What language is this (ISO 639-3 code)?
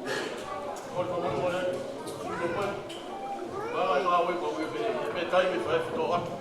ton